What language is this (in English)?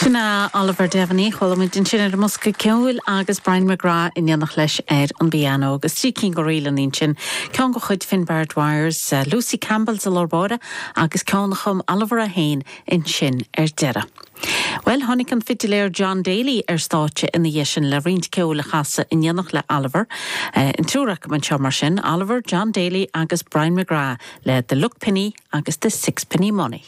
Irish